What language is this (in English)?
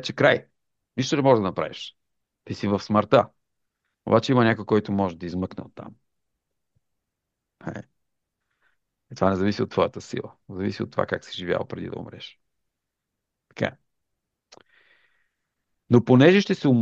Bulgarian